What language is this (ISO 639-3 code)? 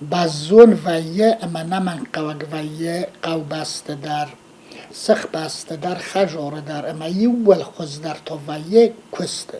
oss